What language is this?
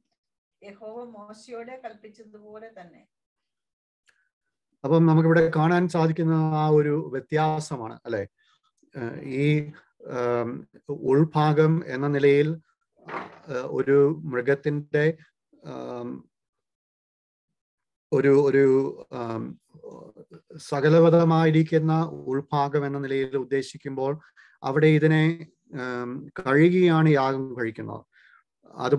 Malayalam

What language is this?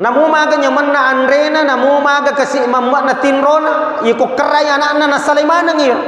Buginese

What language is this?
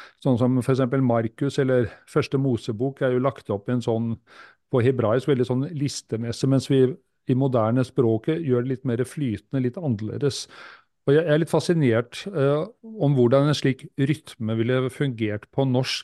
Norwegian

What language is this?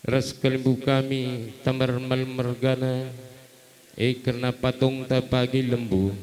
Batak Karo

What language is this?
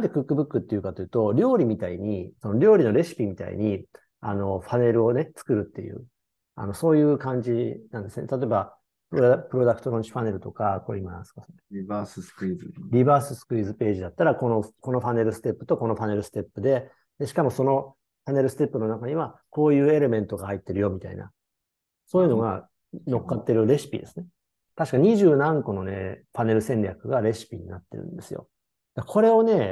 Japanese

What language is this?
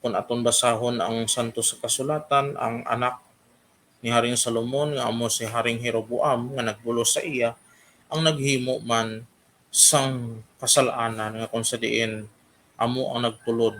Hiligaynon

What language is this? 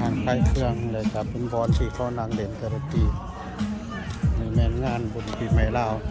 Lao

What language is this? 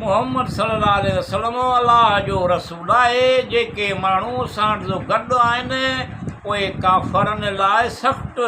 Sindhi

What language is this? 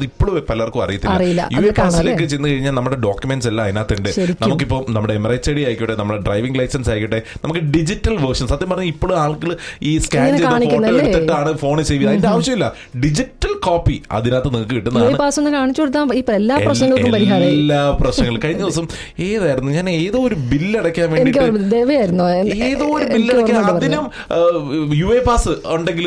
Malayalam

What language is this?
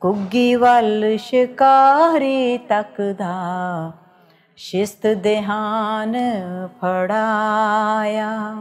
Western Panjabi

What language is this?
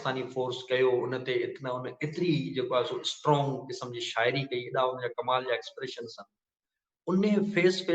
Sindhi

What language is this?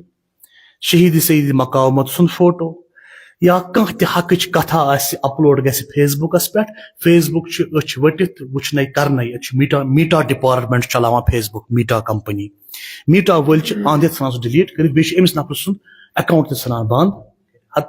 Kashmiri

